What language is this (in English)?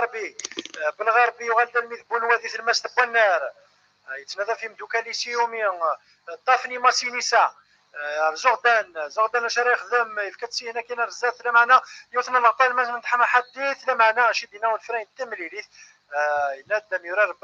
Kabyle